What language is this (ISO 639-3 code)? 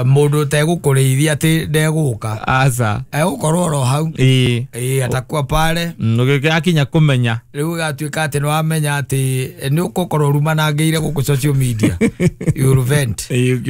kik